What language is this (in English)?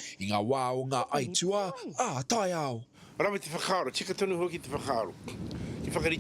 Māori